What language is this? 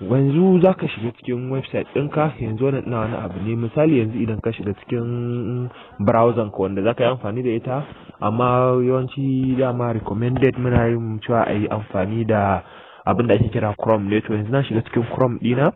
Hausa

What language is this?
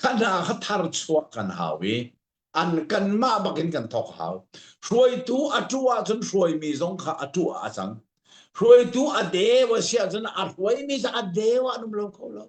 Hakha Chin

